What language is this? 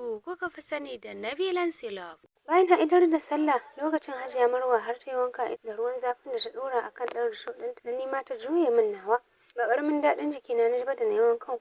Hausa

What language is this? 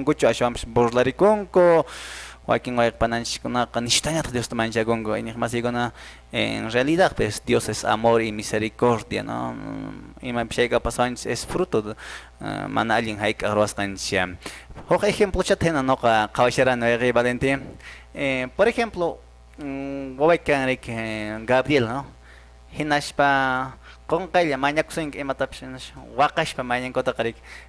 Quechua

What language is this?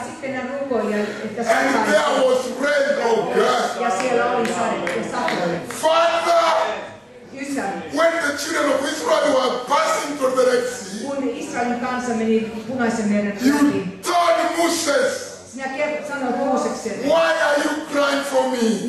Finnish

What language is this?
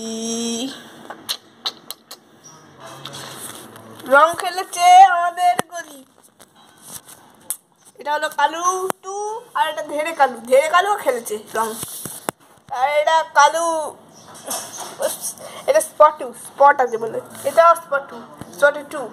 Bangla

